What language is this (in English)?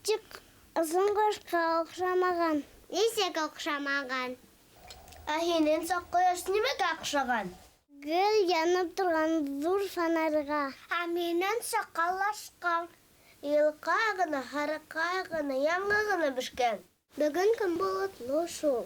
Bashkir